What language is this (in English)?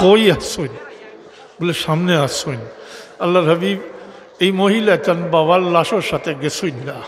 Sylheti